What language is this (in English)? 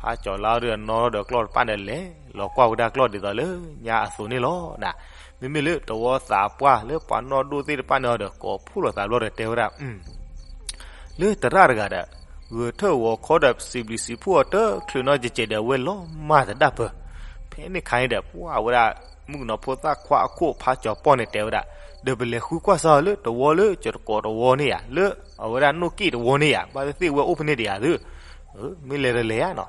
S'gaw Karen